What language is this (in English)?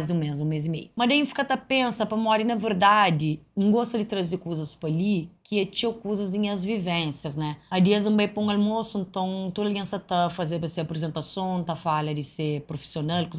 Kabuverdianu